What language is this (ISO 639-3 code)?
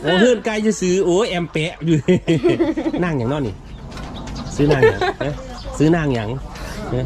lao